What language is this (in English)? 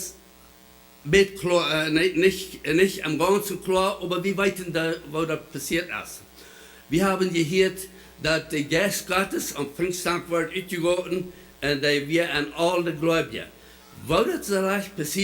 Plautdietsch